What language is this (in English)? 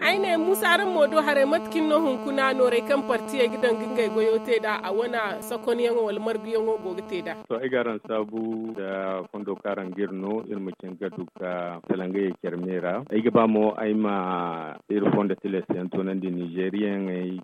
Zarma